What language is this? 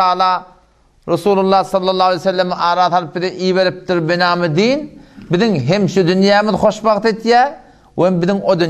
Turkmen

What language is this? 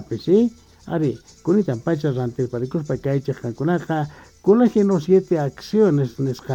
Quechua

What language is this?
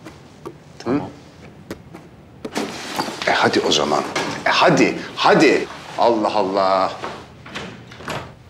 Turkish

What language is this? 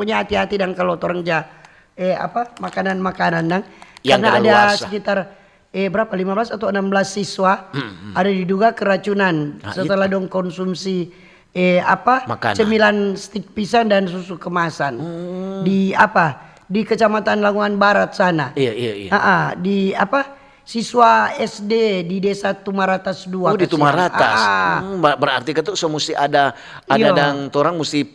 Manado Malay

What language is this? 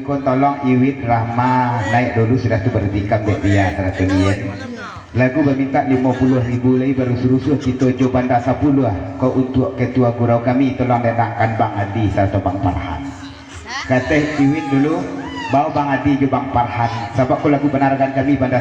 Minangkabau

